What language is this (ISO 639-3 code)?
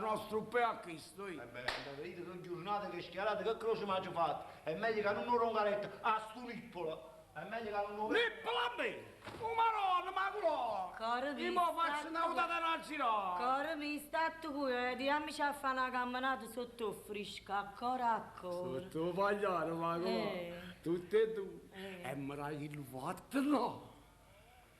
nap